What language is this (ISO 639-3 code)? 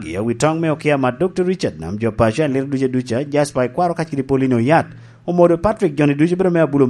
laj